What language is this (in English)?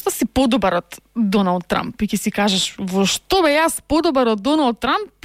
Macedonian